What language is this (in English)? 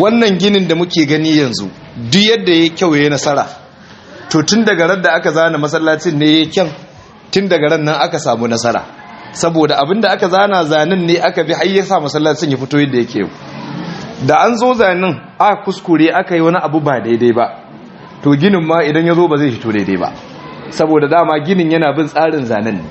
Hausa